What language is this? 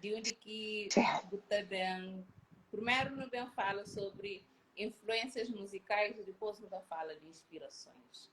Kabuverdianu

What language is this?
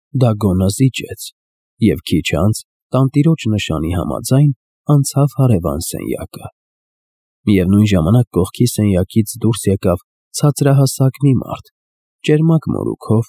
Armenian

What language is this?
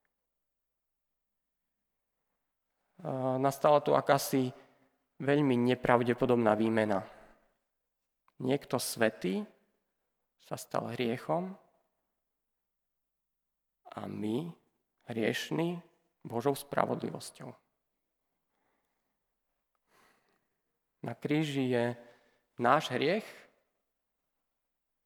Slovak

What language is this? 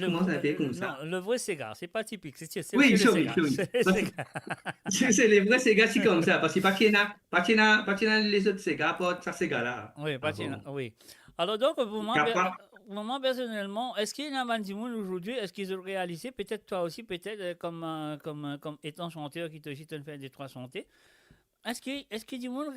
Morisyen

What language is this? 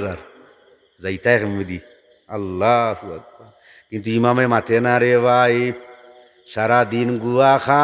Sylheti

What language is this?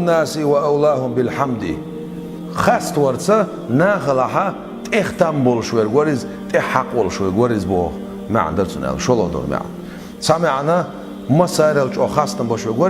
Chechen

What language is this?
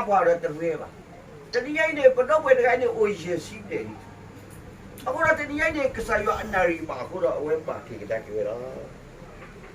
S'gaw Karen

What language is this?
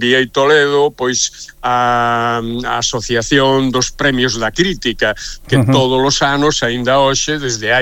Galician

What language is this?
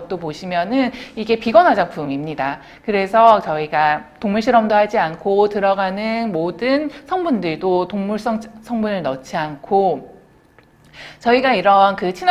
Korean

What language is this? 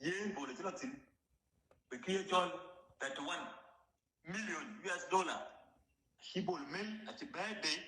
Nuer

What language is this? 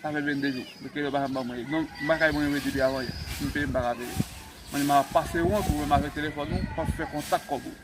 Haitian Creole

